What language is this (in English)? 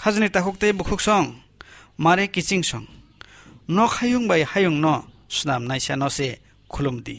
Kok Borok